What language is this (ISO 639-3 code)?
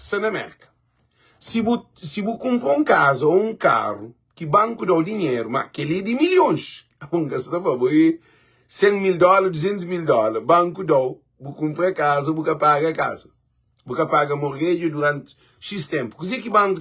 kea